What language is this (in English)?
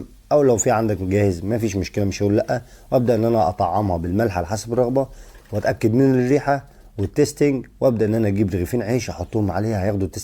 Egyptian Arabic